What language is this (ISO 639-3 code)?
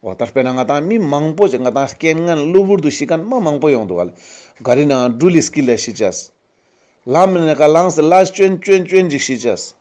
lbj